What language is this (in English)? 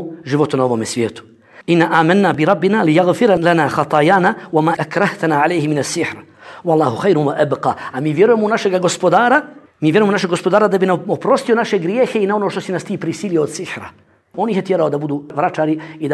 Bosnian